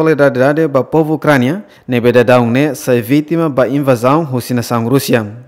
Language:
Tetum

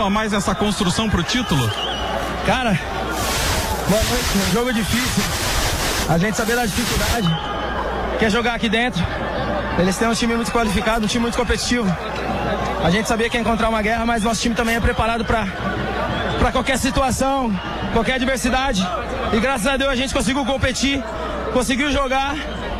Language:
Portuguese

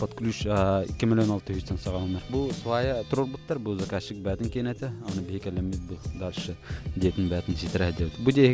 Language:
Yakut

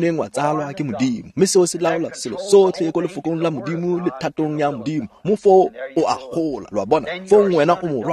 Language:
Tswana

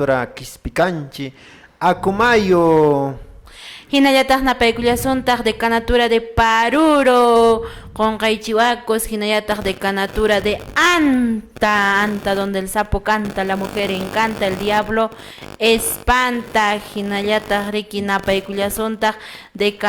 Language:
Quechua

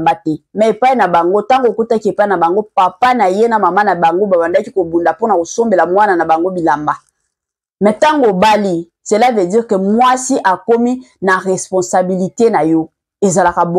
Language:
Lingala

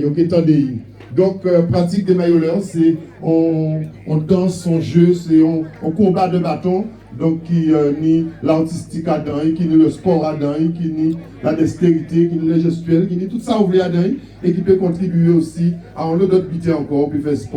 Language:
Guadeloupean Creole French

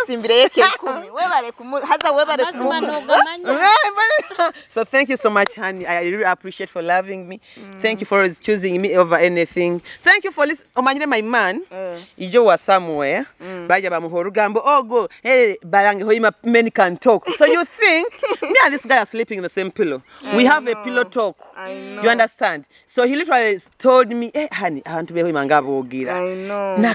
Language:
Nyoro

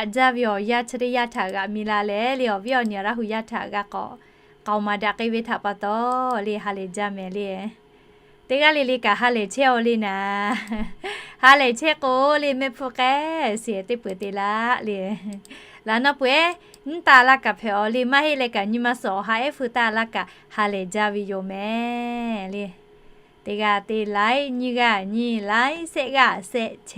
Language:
Lahu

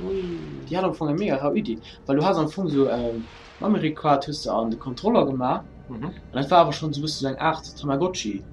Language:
Luxembourgish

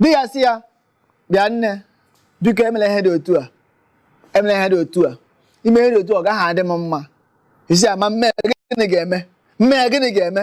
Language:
Igbo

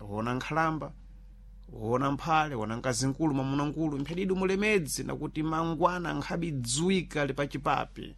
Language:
Sena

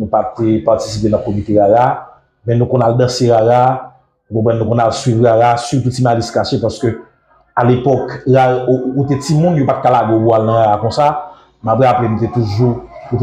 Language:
Haitian Creole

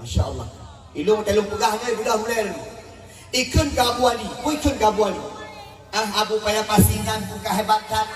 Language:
Achinese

